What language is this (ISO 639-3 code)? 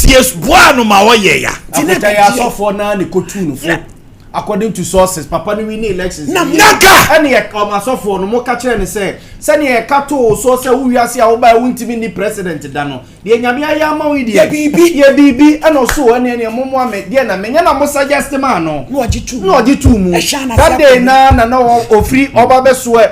aka